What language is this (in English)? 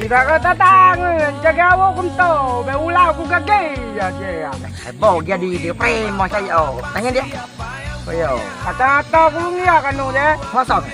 Rejang